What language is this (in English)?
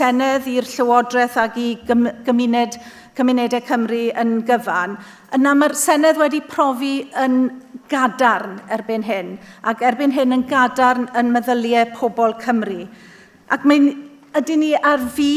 Welsh